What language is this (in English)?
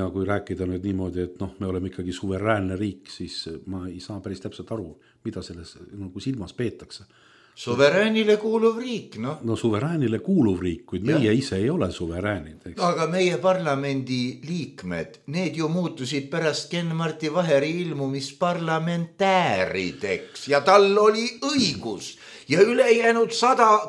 Estonian